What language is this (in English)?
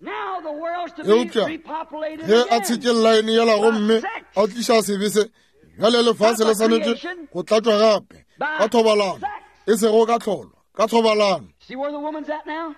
Northern Sotho